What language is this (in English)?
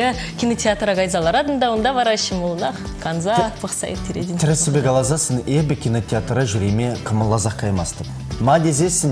Chuvash